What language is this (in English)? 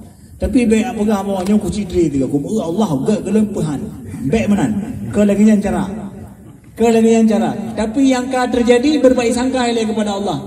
Achinese